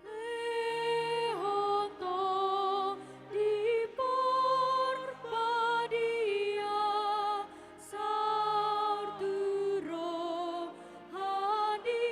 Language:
Batak Toba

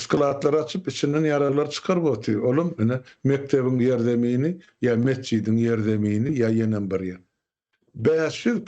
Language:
Turkmen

